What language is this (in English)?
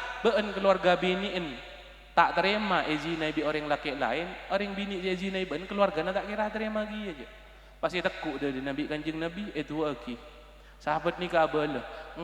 Madurese